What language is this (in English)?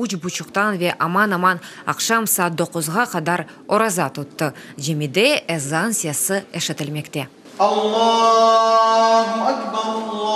Crimean Tatar